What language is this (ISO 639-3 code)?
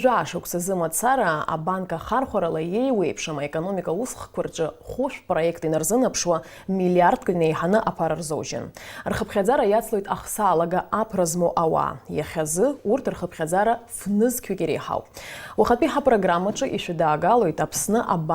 abk